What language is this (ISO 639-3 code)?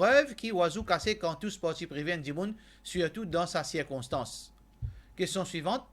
mfe